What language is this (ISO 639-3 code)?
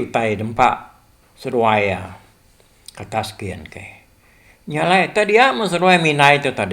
iba